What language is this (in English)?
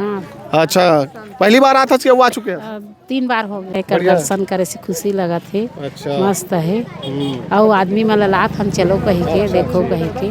Chhattisgarhi